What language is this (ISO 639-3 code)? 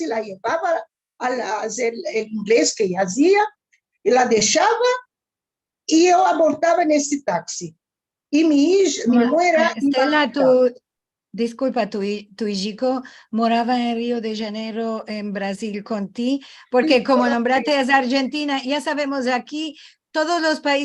lad